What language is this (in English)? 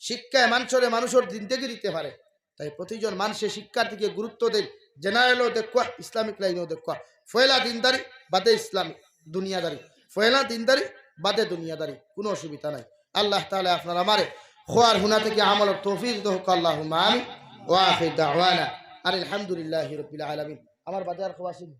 Sylheti